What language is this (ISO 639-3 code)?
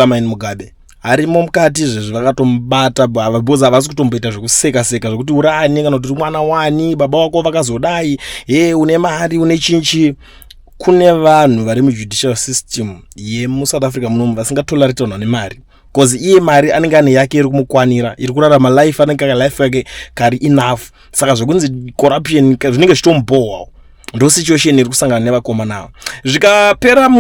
sna